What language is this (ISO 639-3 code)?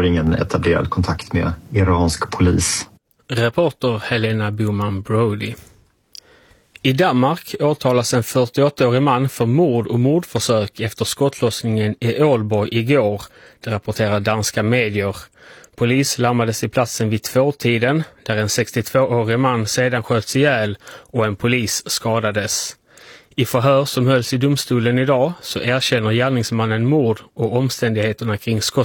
swe